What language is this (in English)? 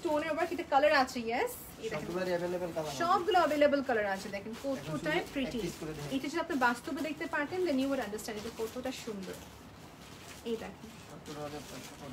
Bangla